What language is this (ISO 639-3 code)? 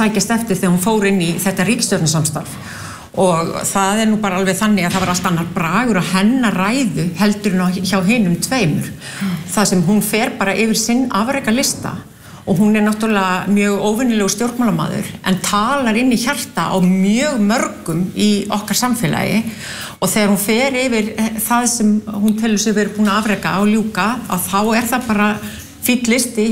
isl